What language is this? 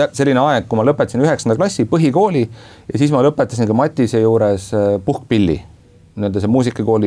Estonian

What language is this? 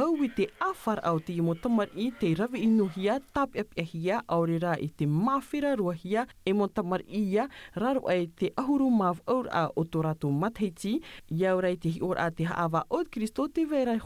Tahitian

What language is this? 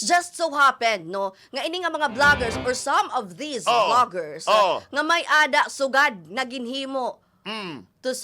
Waray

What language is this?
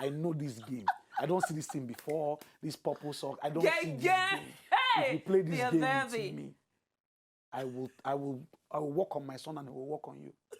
Nigerian Pidgin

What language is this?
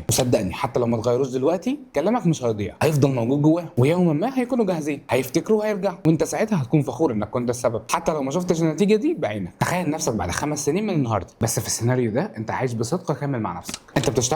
Egyptian Arabic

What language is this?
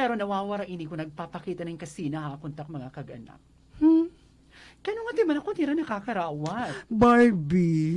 Waray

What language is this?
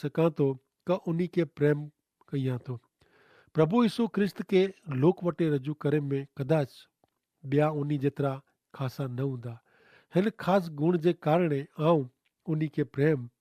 Kachhi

